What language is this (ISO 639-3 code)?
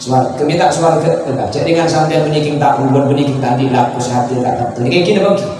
mad